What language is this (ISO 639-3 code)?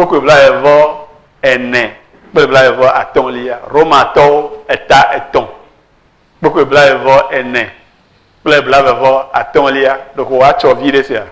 ewe